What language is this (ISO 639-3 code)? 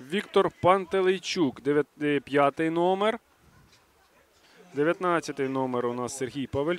ukr